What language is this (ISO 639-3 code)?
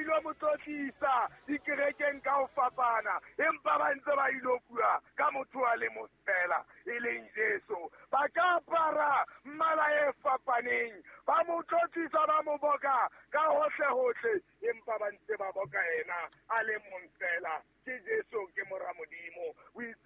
sot